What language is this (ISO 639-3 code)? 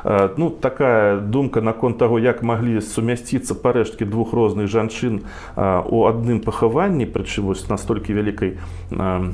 bel